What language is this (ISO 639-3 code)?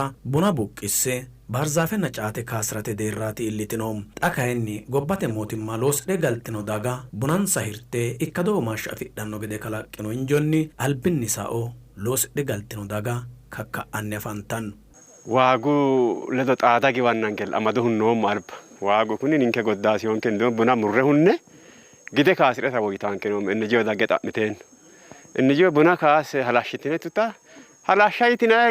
sid